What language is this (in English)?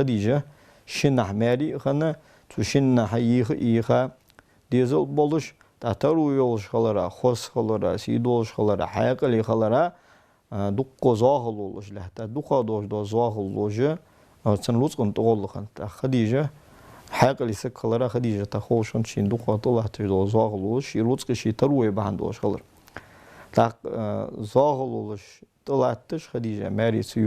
Ingush